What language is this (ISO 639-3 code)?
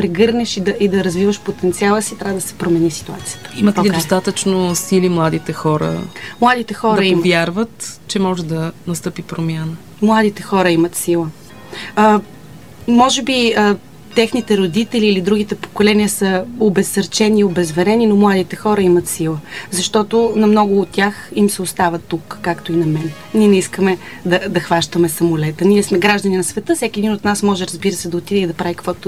bul